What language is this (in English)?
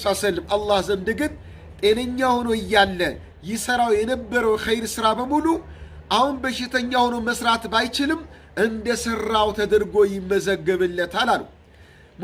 Amharic